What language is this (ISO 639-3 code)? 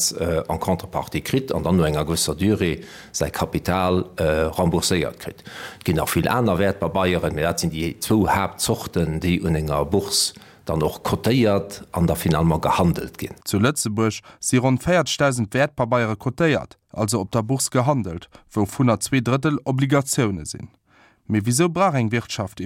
ltz